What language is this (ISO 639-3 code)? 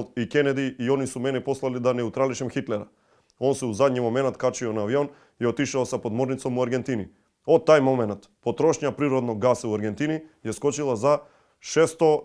mkd